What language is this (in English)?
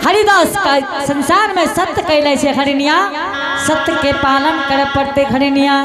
Angika